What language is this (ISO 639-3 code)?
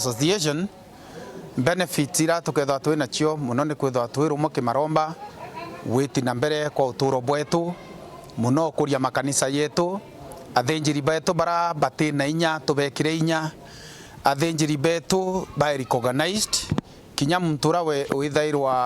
mer